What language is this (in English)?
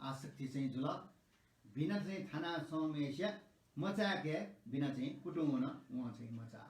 Newari